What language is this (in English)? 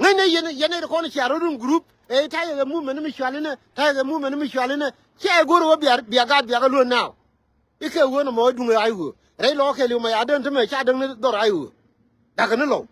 Nuer